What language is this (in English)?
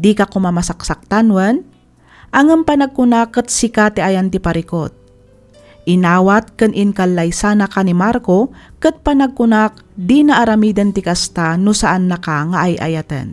Iloko